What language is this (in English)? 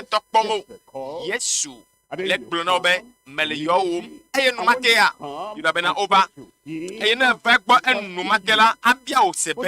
Ewe